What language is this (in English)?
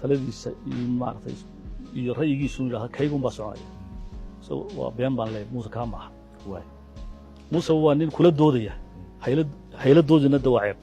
Somali